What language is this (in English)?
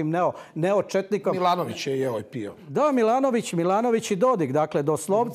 Croatian